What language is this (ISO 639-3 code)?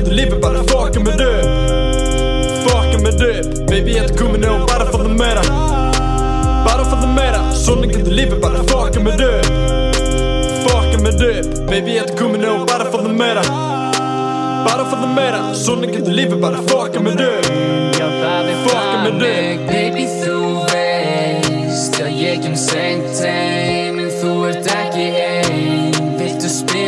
isl